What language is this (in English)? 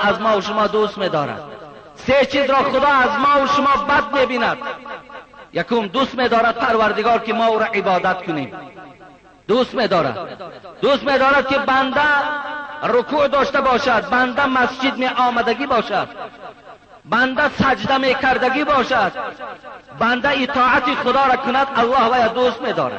Tajik